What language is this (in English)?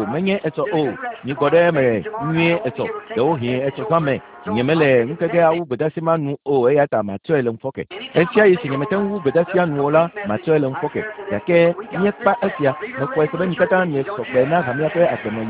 Ewe